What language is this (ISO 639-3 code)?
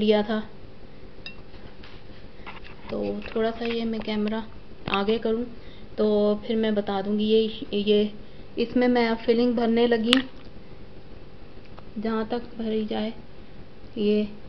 hin